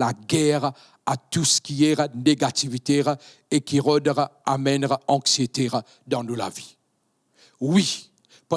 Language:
Morisyen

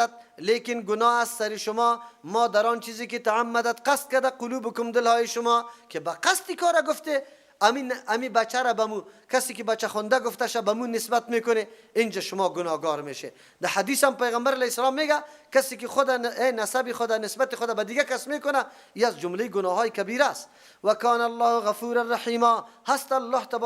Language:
Persian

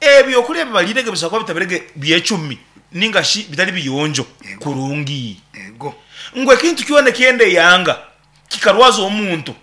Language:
Nyankole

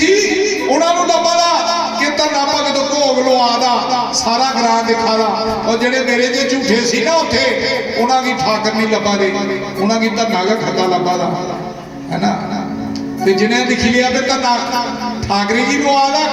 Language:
Dogri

